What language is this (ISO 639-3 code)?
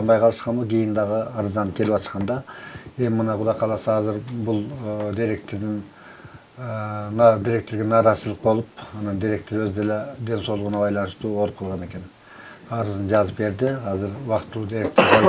kir